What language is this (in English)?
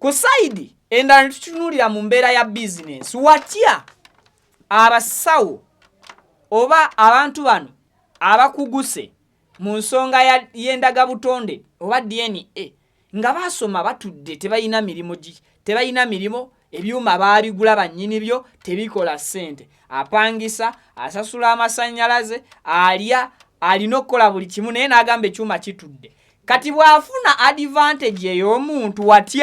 Ganda